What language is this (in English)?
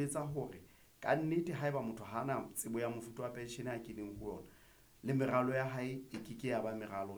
Southern Sotho